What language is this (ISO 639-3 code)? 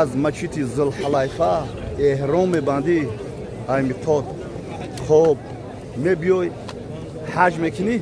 tgk